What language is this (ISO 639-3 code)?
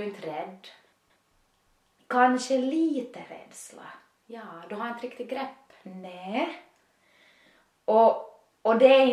swe